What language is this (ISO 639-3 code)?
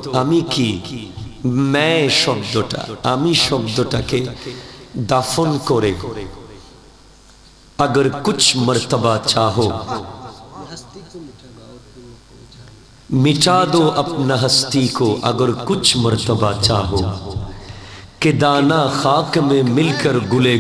ben